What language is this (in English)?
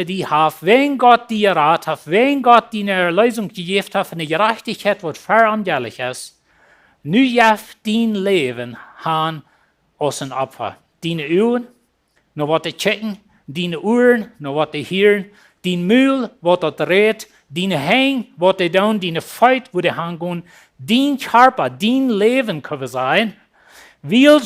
Plautdietsch